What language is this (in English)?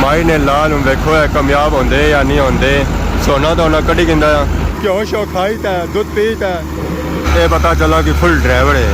Pahari-Potwari